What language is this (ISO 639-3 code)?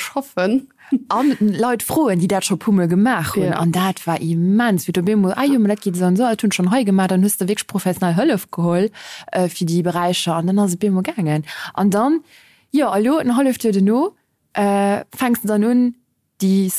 ltz